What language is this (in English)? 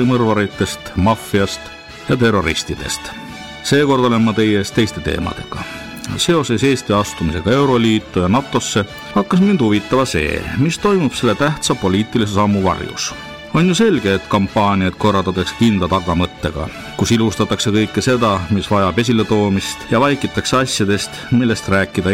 Estonian